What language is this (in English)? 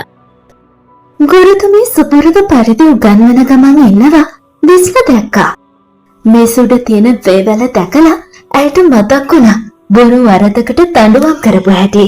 Sinhala